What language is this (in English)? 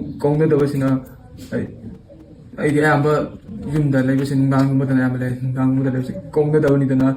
Manipuri